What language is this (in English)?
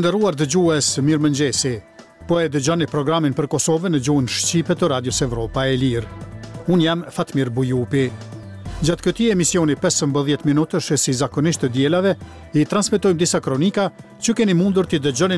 Albanian